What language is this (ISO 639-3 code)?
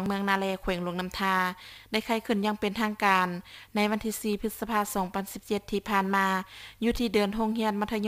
lao